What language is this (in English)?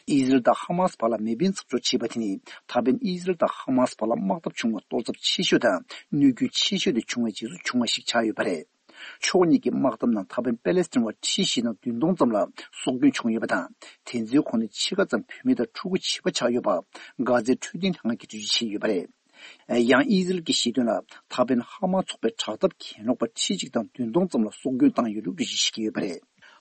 Tibetan